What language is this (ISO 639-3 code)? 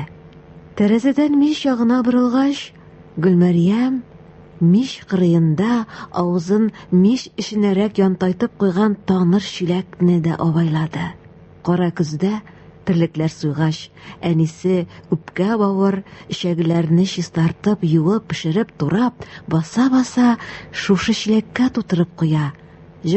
tat